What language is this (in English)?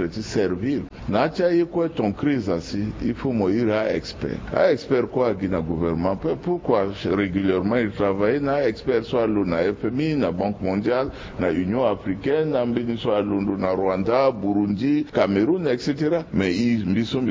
Sango